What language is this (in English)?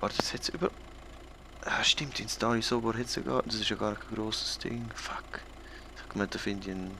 Swiss German